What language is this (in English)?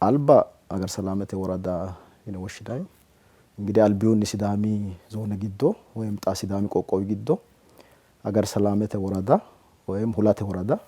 Sidamo